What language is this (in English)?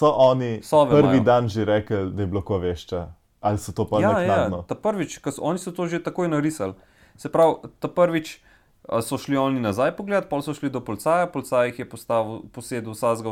Slovenian